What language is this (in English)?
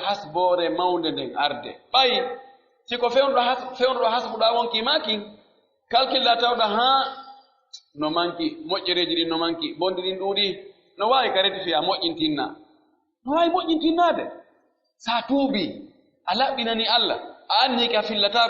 Pular